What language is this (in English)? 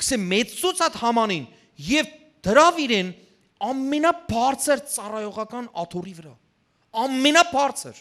Western Armenian